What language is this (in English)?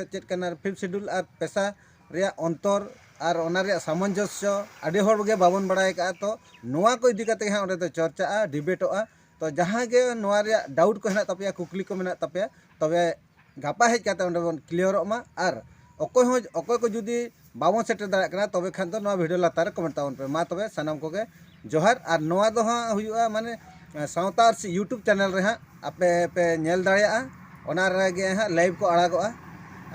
Santali